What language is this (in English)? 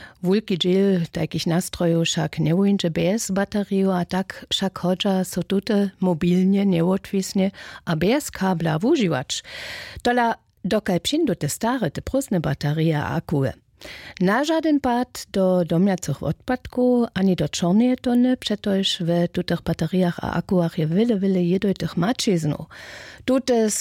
Upper Sorbian